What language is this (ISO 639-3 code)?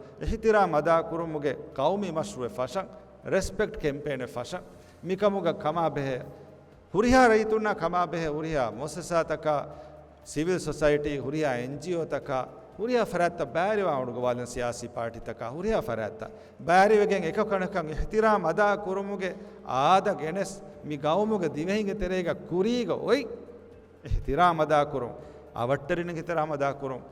div